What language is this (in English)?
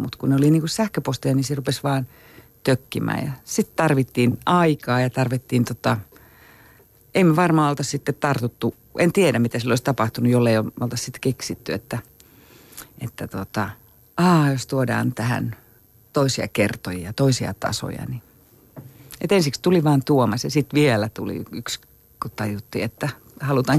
Finnish